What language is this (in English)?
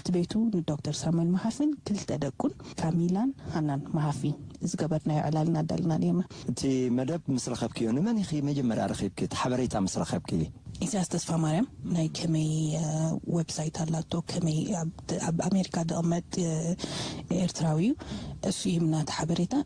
Tigrinya